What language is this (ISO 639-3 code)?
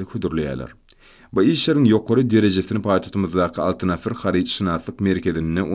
tuk